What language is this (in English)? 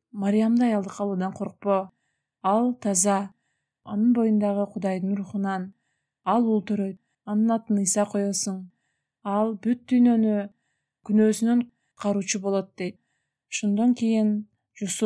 Kyrgyz